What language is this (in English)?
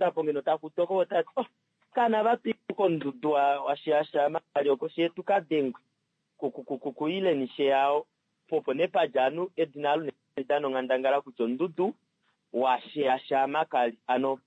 Kuanyama